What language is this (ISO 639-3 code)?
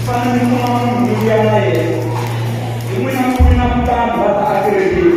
tso